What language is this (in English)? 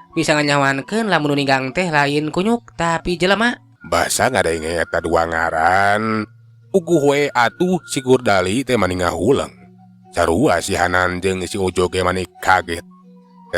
Sundanese